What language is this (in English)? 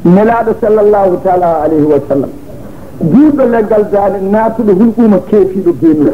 Fula